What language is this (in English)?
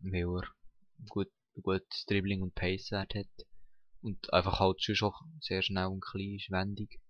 Swiss German